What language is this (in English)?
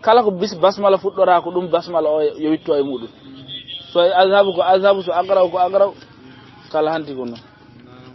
Fula